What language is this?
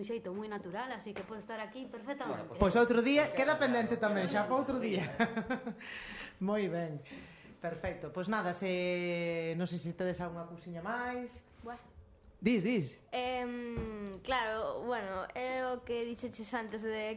Galician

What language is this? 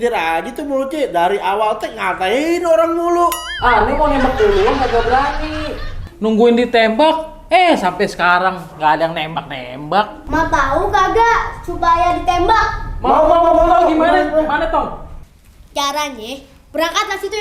Betawi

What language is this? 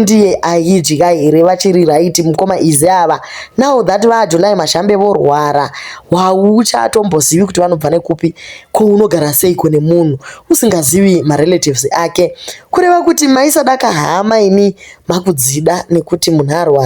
Shona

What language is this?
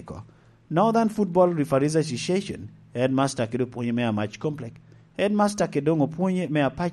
Lango (Uganda)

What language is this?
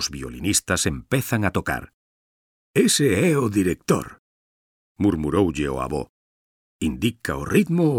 Galician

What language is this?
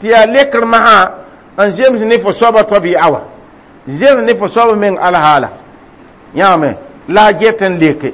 Mossi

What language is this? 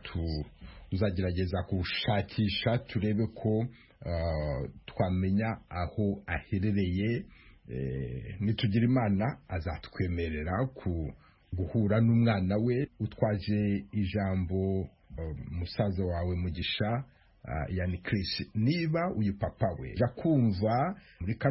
Kinyarwanda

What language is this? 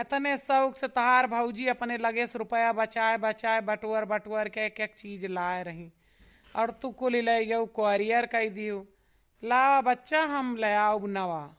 Awadhi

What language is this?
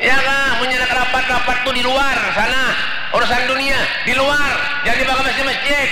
Banjar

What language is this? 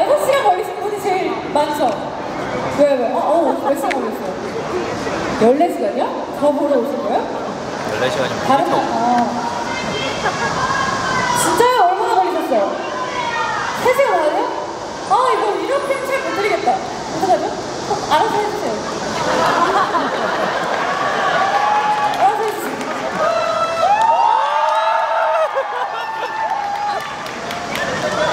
Korean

